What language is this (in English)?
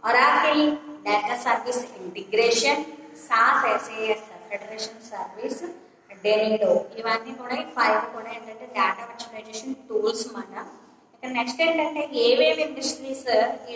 Telugu